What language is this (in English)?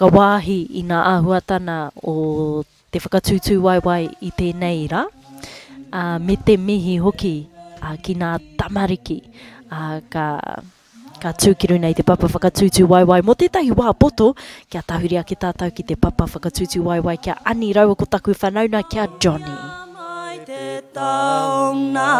Māori